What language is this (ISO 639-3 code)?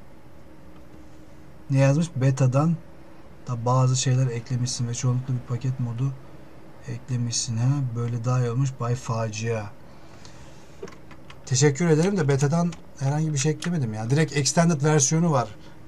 tur